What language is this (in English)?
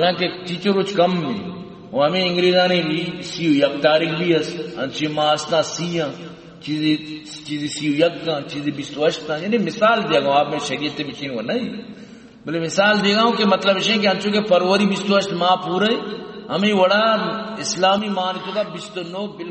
Baluchi